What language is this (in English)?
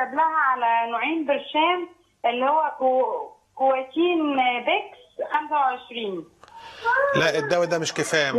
Egyptian Arabic